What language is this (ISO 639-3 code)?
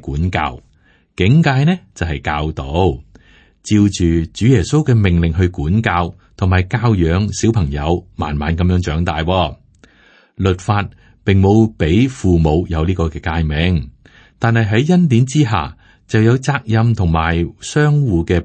yue